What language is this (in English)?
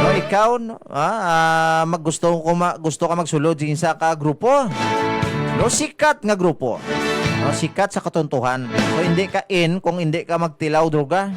Hiligaynon